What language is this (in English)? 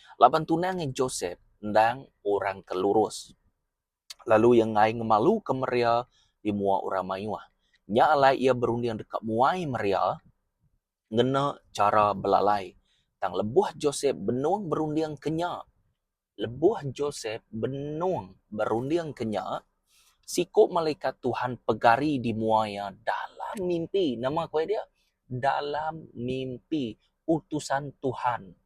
Iban